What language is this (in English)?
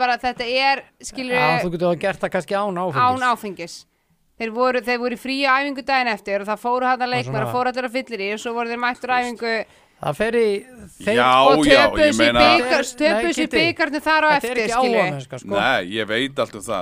Icelandic